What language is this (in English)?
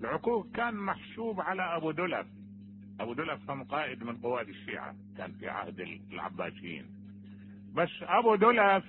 Mesopotamian Arabic